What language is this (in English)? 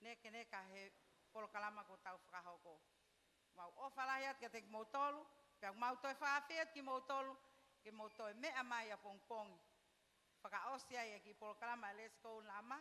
Tongan